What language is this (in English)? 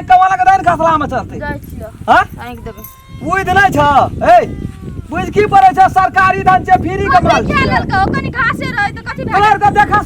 Maithili